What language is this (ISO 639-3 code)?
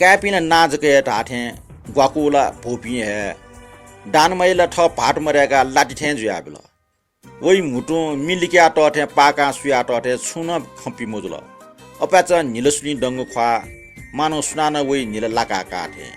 new